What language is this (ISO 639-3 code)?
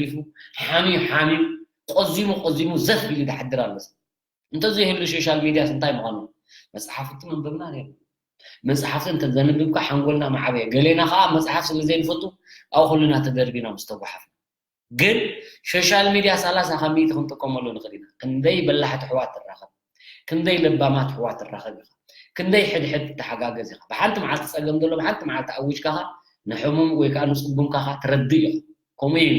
tir